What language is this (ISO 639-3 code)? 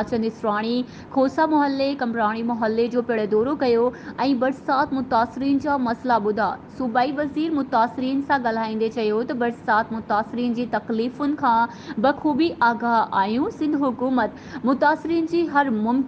snd